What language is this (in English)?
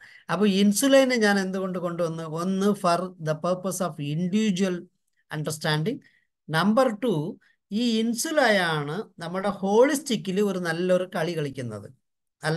Malayalam